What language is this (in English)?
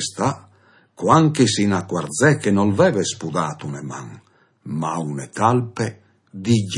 Friulian